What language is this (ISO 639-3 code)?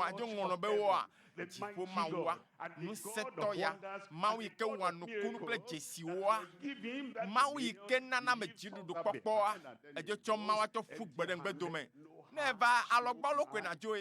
ewe